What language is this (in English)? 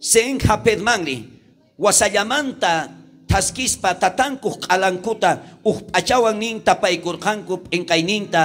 South Bolivian Quechua